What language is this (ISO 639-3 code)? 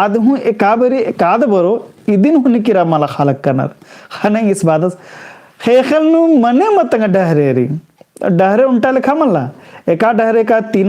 kru